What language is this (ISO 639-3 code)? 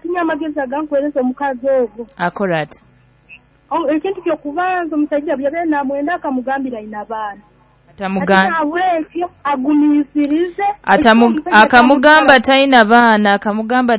nyo